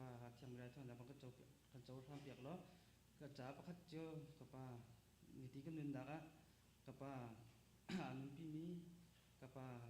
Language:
Hakha Chin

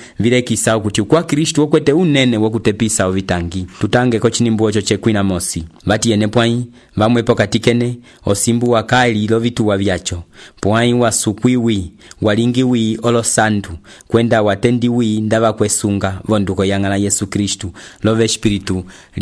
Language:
Umbundu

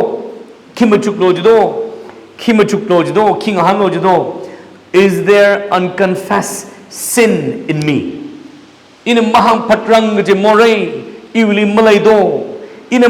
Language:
Tangkhul Naga (India)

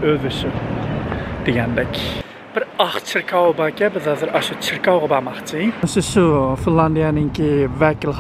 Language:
Uyghur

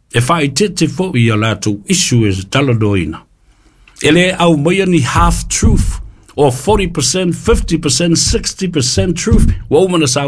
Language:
Samoan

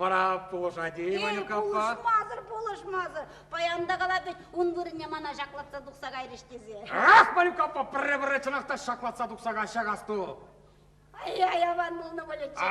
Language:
Chuvash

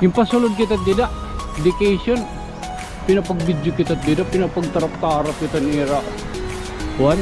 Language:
Waray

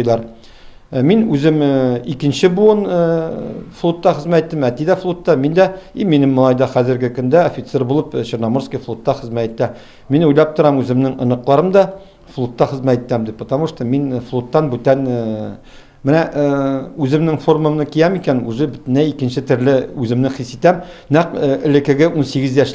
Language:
Tatar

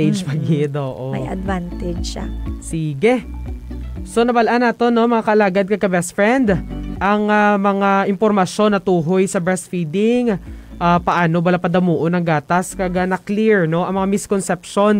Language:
Hiligaynon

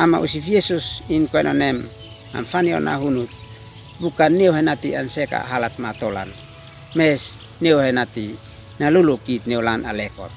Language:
Uab Meto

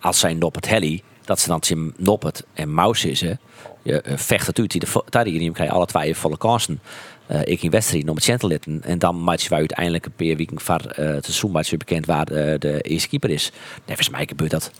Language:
Western Frisian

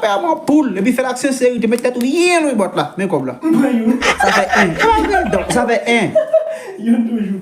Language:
Haitian Creole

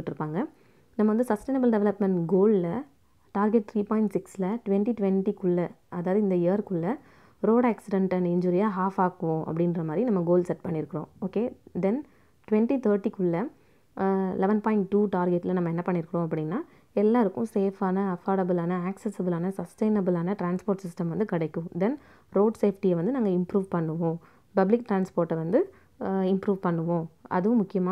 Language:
Tamil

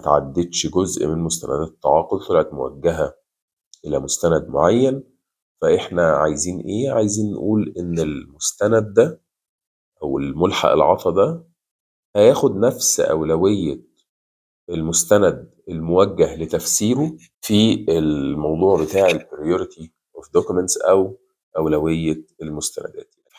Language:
Egyptian Arabic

